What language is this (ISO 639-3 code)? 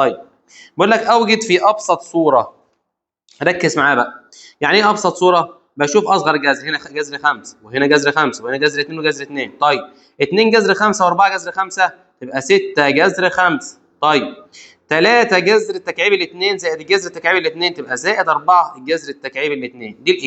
arz